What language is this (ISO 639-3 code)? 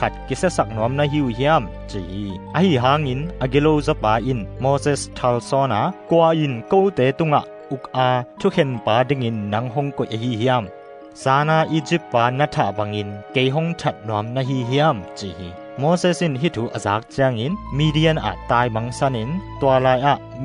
ctd